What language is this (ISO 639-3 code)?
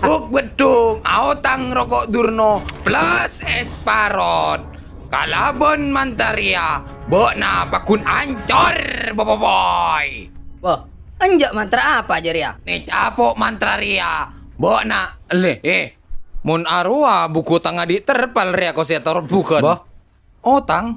mad